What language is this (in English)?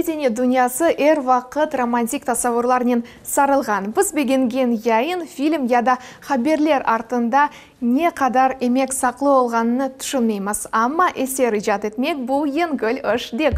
Crimean Tatar